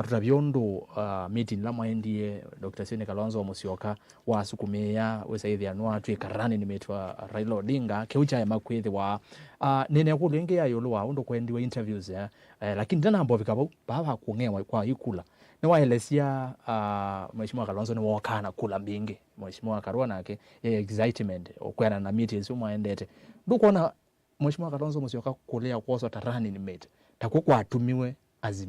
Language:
Kamba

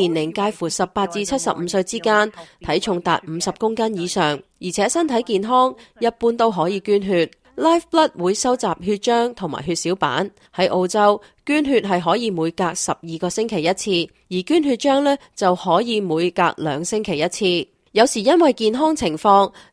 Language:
Cantonese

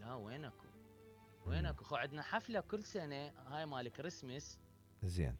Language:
Mesopotamian Arabic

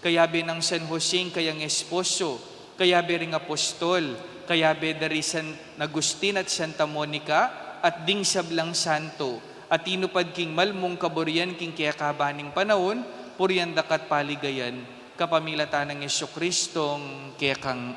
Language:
Pampanga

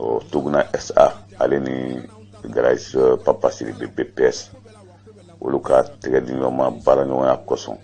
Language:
Bambara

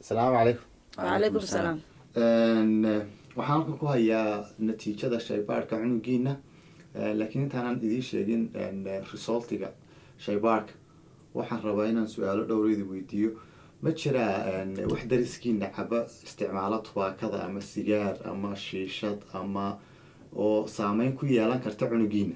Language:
Somali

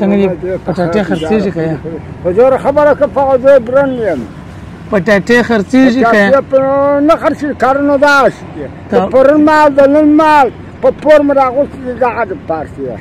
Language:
Pashto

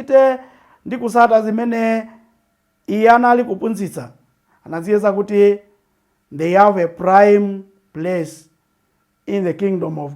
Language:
Nyanja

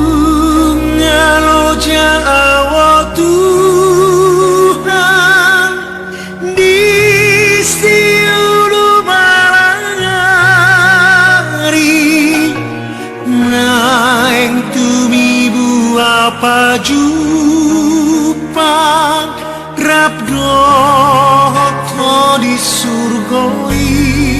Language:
Batak Toba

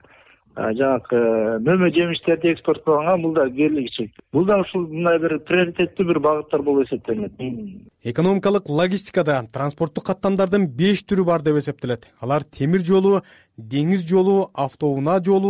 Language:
Kyrgyz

